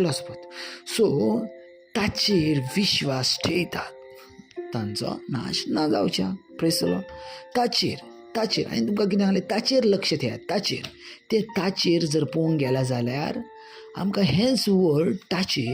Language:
Konkani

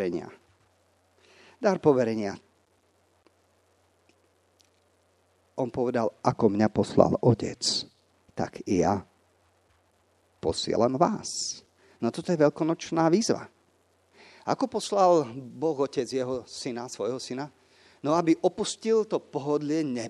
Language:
Slovak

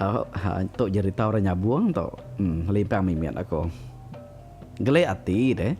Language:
Iban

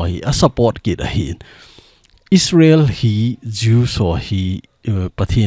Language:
Thado Chin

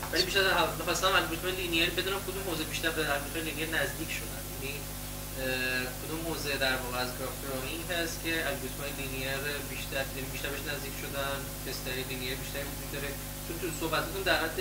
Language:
Persian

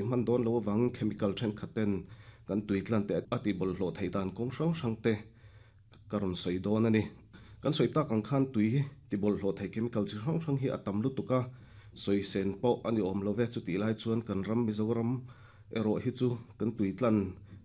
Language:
Mizo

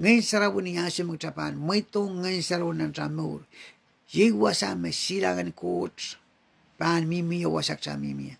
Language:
Pohnpeian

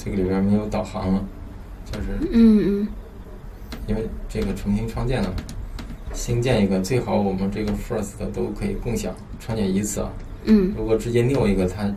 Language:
Chinese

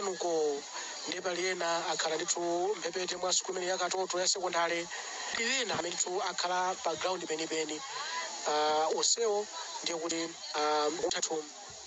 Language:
Nyanja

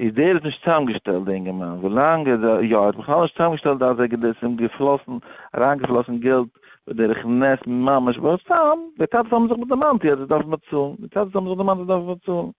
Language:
Yiddish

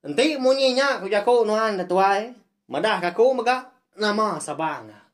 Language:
Iban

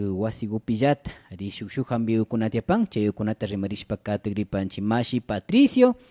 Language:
Imbabura Highland Quichua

